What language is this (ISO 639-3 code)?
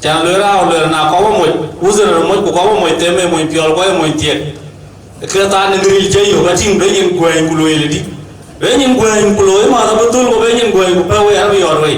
din